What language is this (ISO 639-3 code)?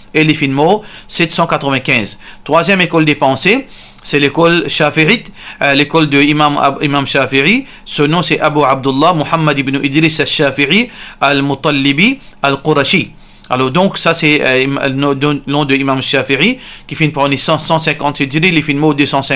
mfe